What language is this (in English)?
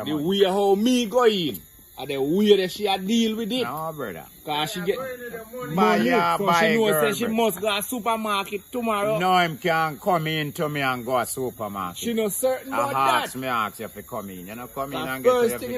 Jamaican Creole English